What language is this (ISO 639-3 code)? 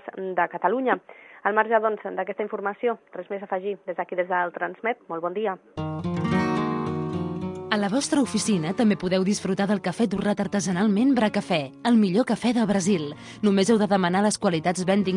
cat